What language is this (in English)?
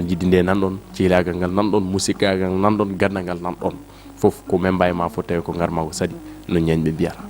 Fula